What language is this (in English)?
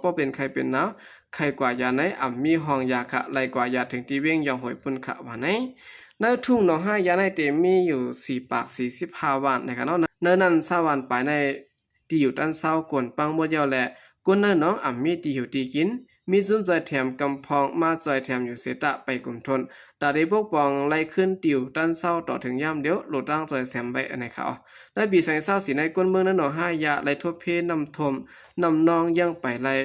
Shan